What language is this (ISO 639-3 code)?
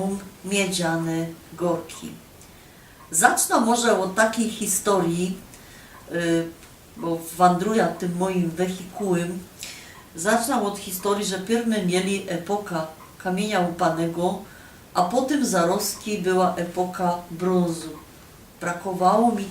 szl